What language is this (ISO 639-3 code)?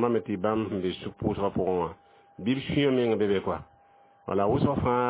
mos